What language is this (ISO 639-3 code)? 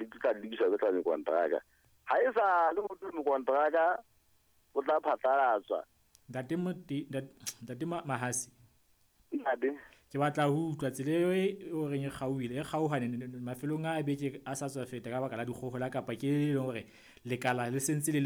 sot